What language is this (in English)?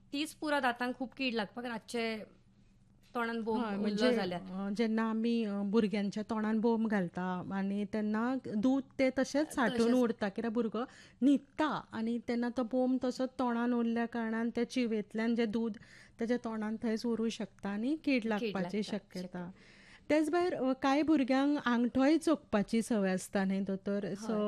Konkani